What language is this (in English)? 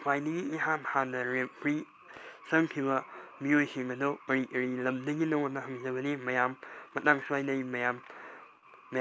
Manipuri